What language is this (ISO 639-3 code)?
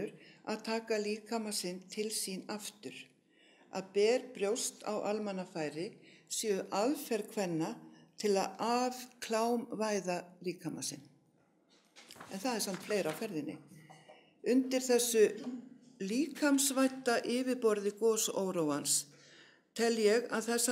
isl